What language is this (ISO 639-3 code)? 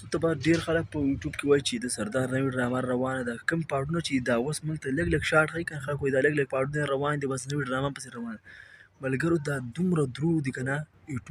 pus